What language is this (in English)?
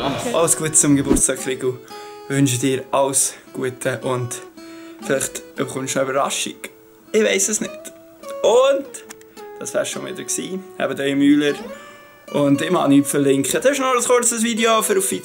Swiss German